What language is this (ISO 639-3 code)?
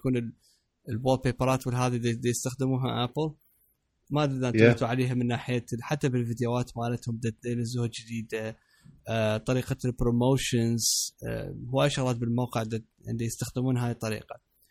acm